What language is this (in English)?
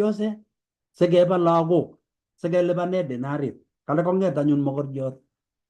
Kalenjin